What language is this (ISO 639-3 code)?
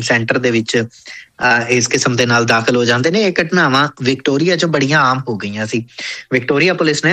pan